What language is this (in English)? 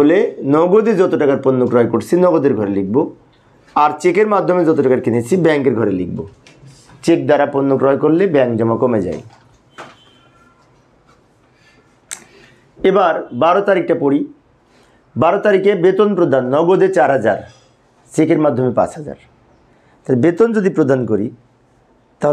Bangla